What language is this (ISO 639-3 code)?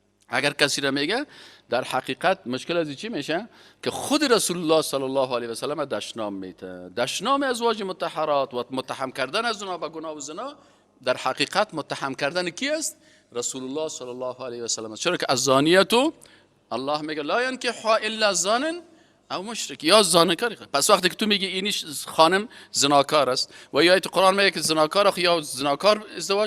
fas